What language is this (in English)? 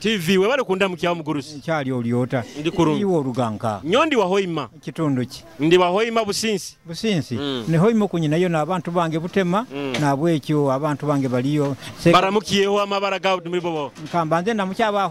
Nyoro